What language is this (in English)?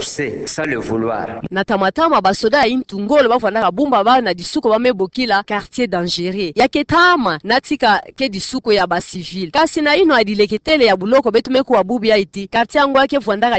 Kituba (Democratic Republic of Congo)